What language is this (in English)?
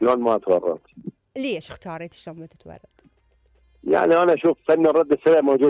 Mesopotamian Arabic